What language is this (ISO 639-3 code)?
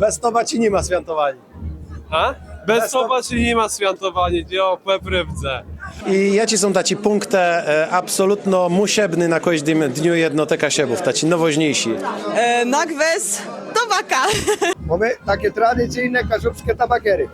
csb